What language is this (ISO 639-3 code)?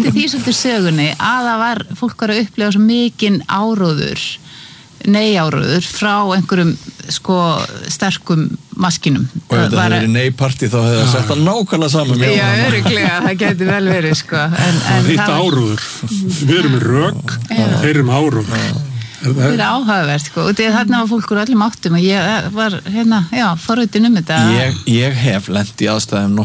isl